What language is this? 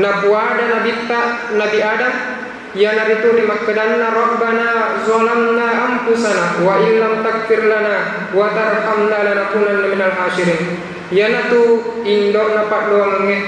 Buginese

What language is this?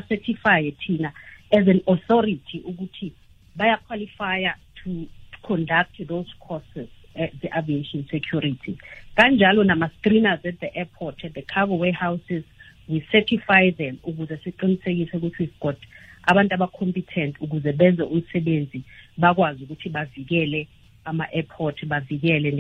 South Ndebele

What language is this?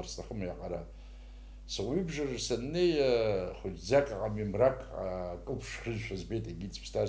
Abkhazian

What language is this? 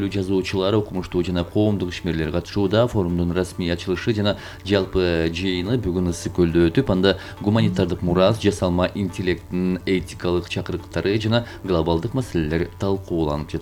Kyrgyz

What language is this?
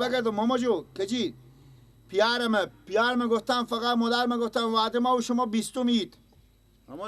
Persian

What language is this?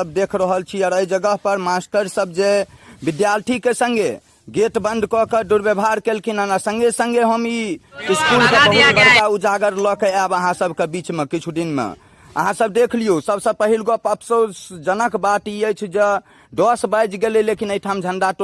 Maithili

